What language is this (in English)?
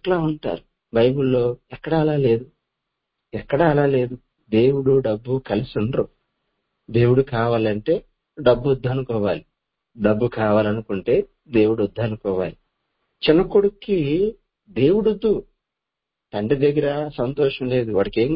Telugu